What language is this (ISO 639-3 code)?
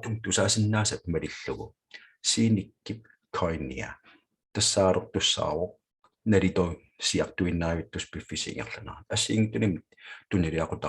kal